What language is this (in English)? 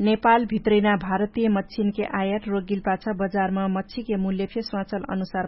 Dangaura Tharu